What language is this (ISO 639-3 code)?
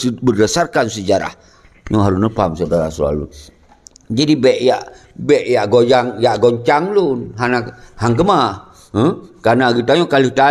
ace